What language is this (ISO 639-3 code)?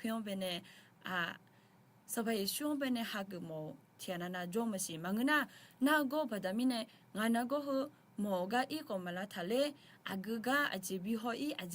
ahk